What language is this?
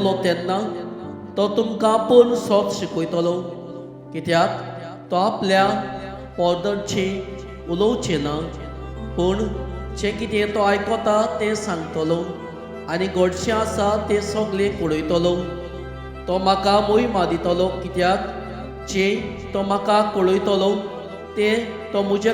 Konkani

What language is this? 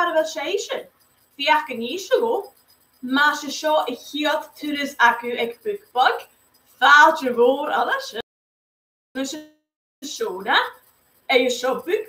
Scottish Gaelic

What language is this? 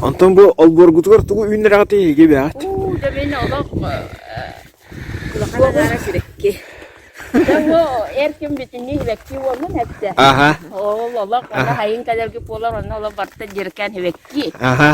Yakut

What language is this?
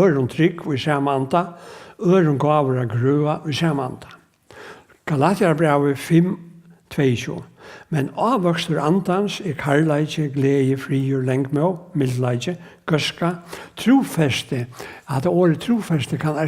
Faroese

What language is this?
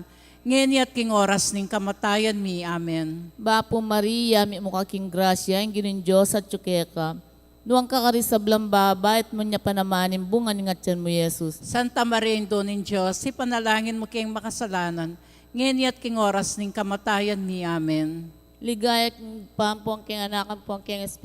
Pampanga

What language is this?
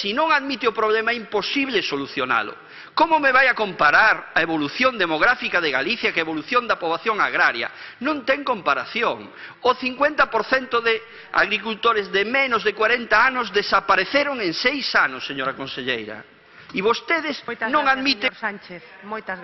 Galician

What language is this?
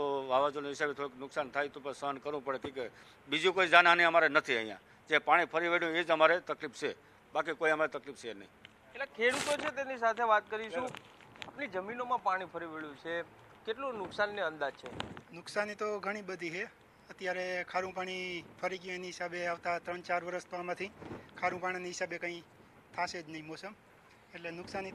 Gujarati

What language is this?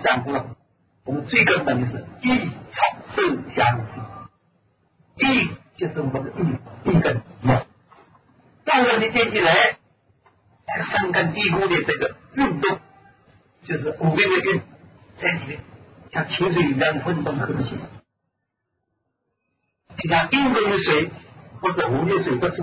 Chinese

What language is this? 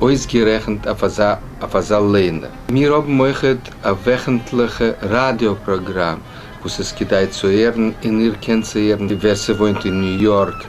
Yiddish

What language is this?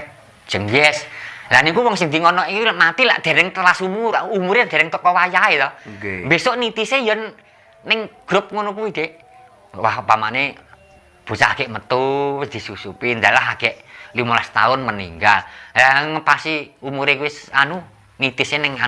Javanese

